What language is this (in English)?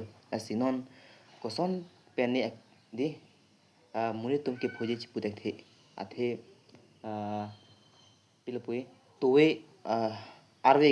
Karbi